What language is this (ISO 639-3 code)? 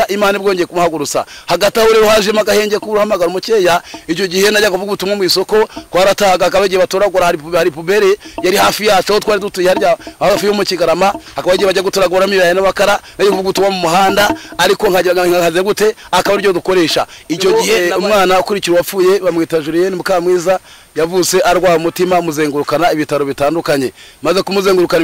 kin